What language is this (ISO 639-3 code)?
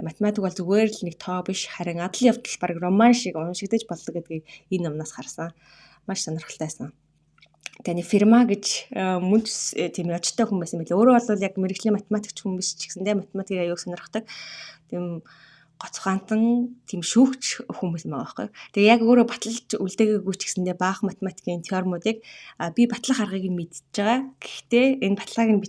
mon